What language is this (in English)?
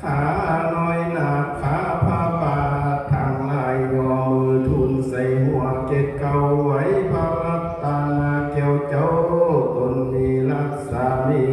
Lao